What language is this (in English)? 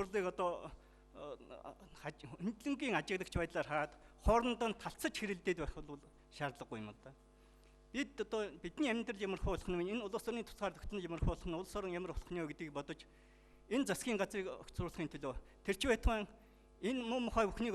Mongolian